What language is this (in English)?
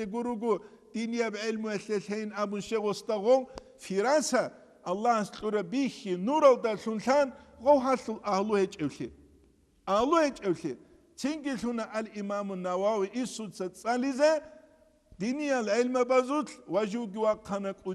Avaric